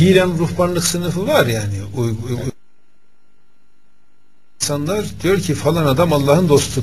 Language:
Turkish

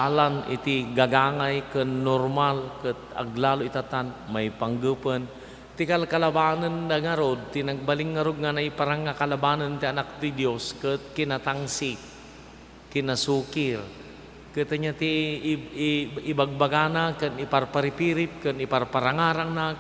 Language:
Iloko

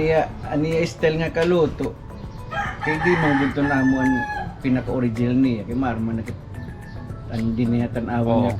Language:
Waray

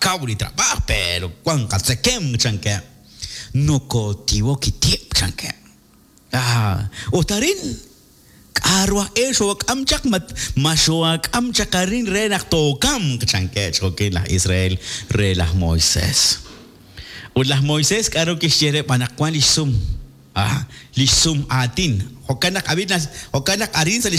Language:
Kekchí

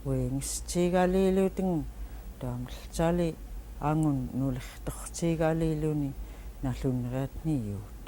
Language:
Central Yupik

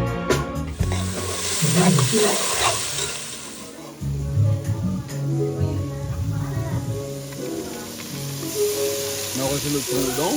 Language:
Réunion Creole French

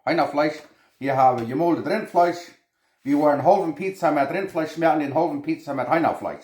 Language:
Plautdietsch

